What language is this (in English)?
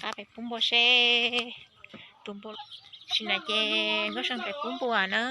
Hmong